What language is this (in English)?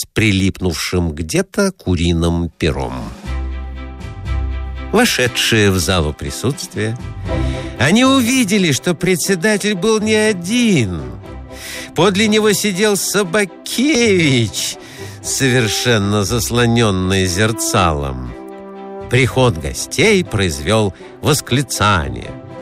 Russian